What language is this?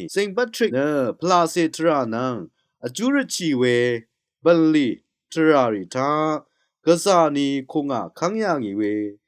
Rawang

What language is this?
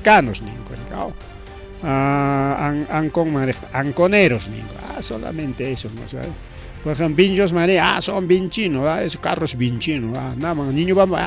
Ayacucho Quechua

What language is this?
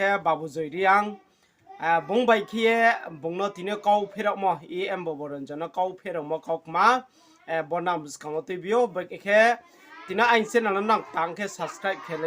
Riang (India)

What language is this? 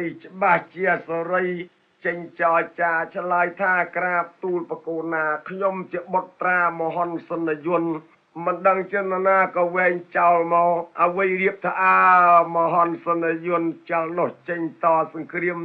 Khmer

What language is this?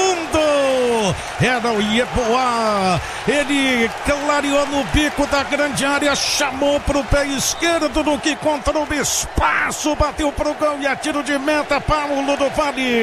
Portuguese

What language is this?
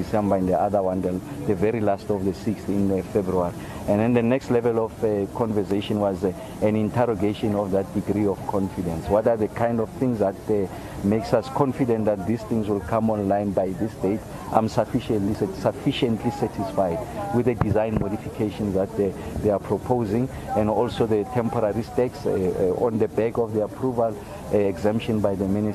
English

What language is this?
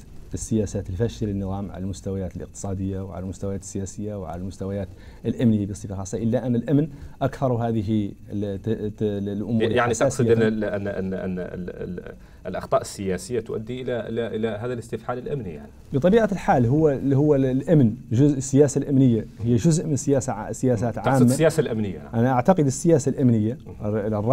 Arabic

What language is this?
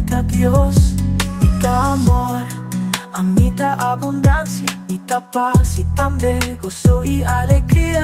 Papiamento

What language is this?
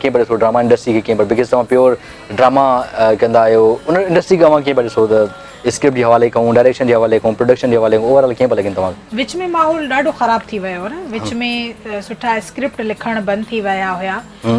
Sindhi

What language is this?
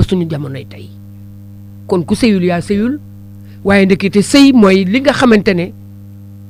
Wolof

